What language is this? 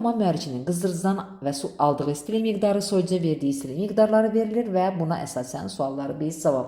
Azerbaijani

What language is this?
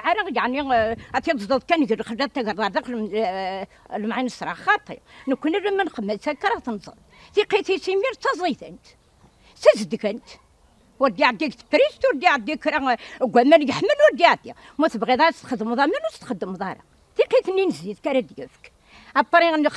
Kabyle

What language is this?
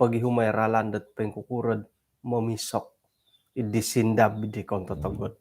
Central Dusun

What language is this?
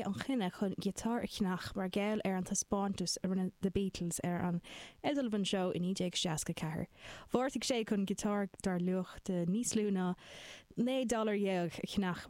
Irish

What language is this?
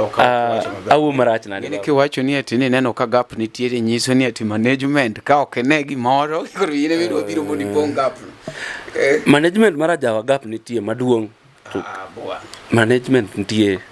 Luo (Kenya and Tanzania)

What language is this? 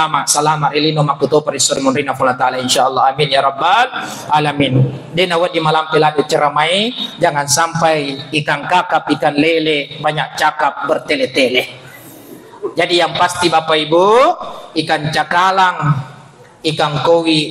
Buginese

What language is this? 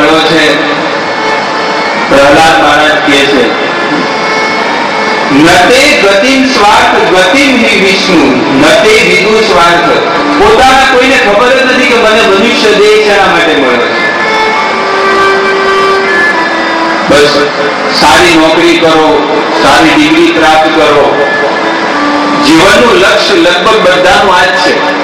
Gujarati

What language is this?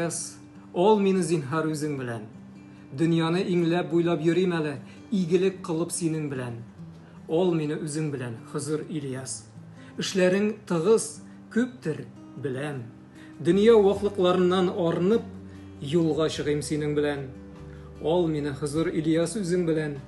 Tatar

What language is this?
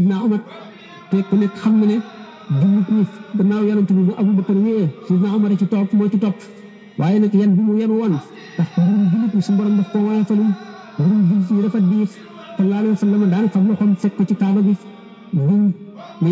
Wolof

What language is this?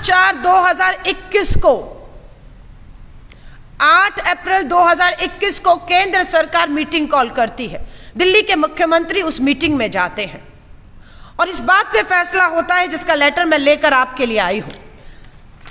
Hindi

